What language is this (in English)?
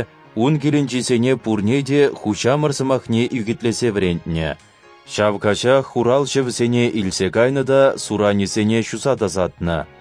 Chuvash